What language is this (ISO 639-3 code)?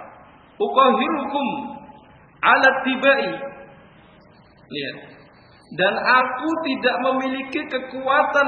ind